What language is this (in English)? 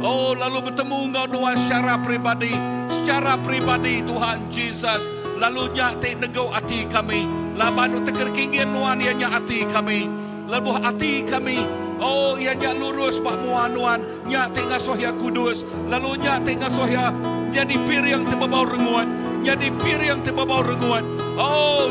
Iban